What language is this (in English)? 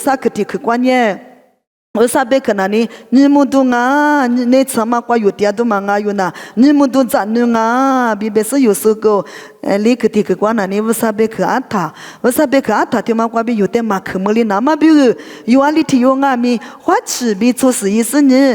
Lisu